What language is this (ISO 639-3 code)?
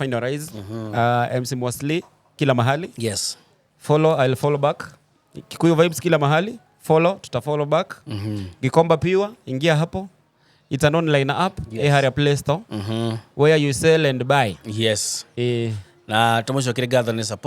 kik